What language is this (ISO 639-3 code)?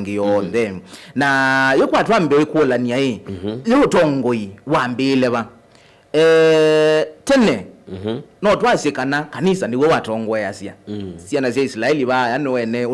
kam